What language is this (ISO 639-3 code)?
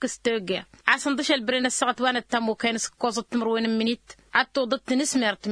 taq